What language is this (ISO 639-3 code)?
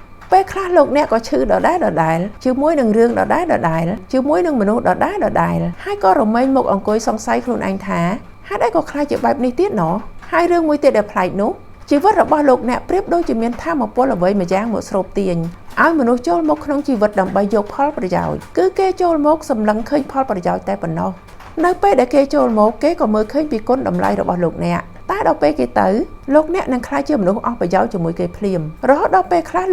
khm